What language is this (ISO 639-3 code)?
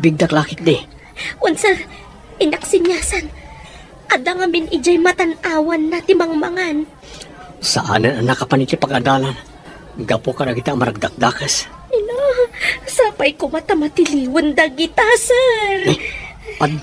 ilo